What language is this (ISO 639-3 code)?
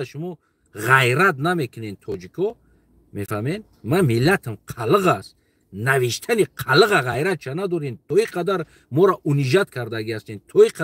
tgk